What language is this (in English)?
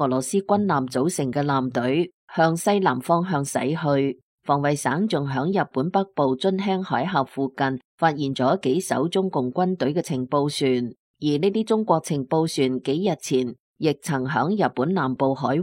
Cantonese